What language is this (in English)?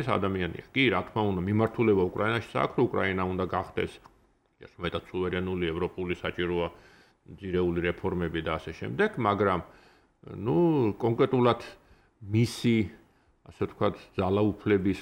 Georgian